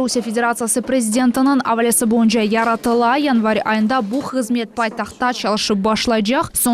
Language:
Crimean Tatar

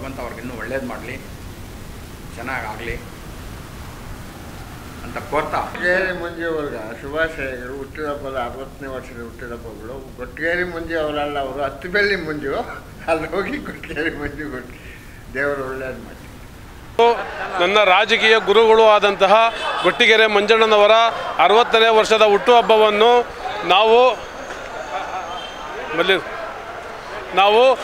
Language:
Kannada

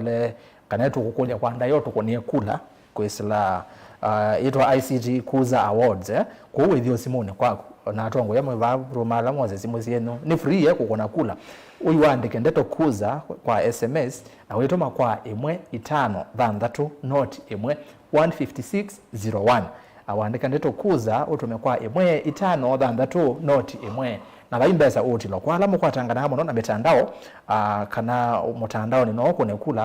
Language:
Kamba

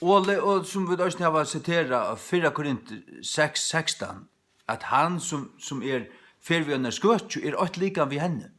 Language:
Faroese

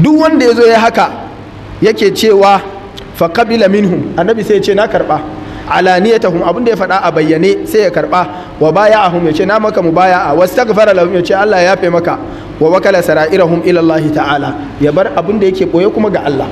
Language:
Hausa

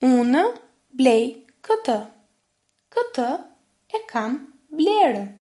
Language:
Albanian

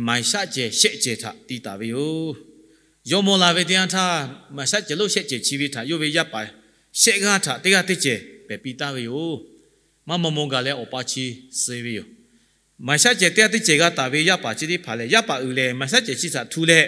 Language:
Lahu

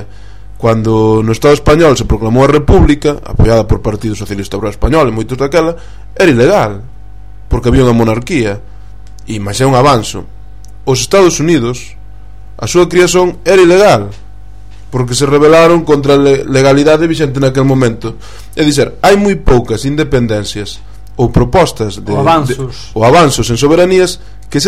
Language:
Galician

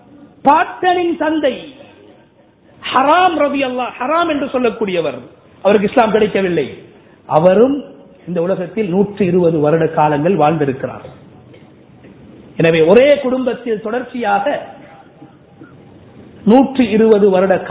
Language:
Tamil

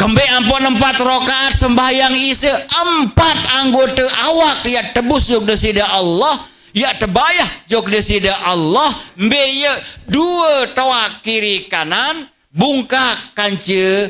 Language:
Sasak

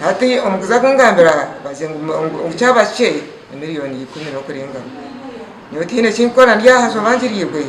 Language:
Nyankole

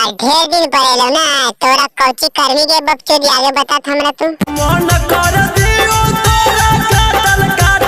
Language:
Magahi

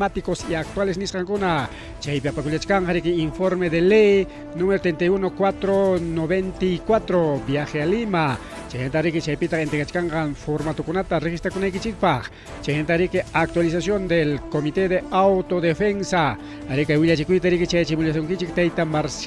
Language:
Ayacucho Quechua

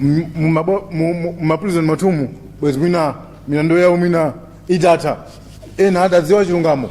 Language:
Nyanja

